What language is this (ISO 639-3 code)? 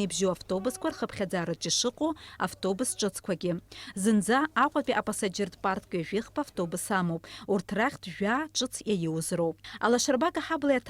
abk